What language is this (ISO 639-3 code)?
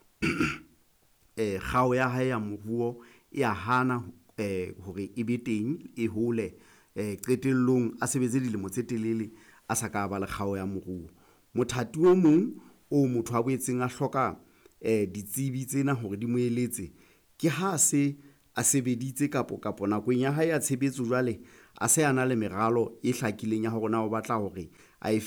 sot